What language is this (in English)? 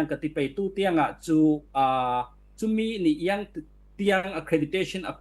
Falam Chin